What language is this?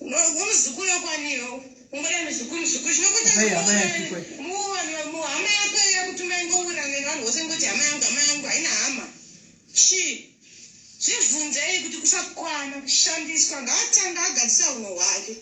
Shona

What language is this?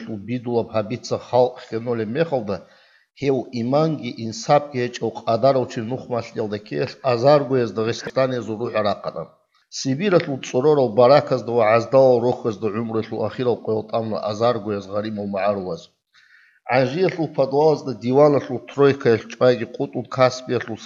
Avaric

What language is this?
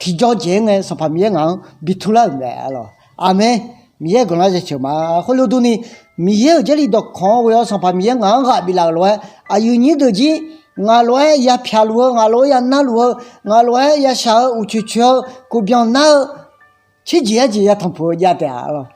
Akha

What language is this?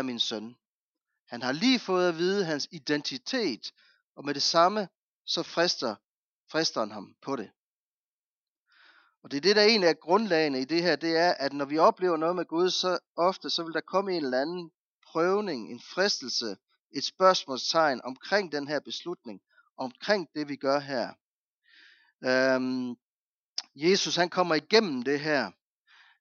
Danish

